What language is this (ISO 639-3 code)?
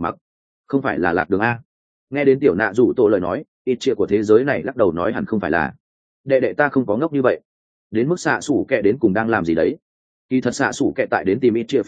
vie